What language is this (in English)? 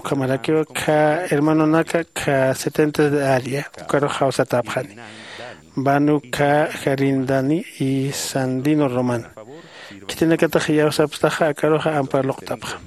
Aymara